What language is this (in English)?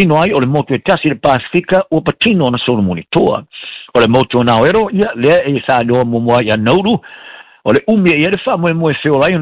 Samoan